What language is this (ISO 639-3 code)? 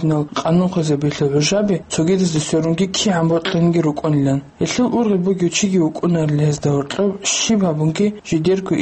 ava